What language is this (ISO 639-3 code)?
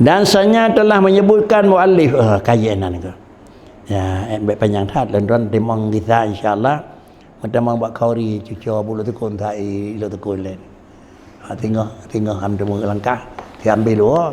ace